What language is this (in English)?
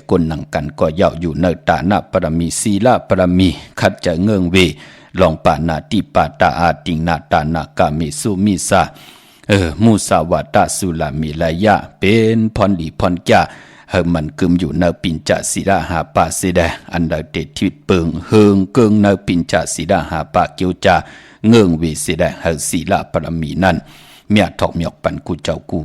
Shan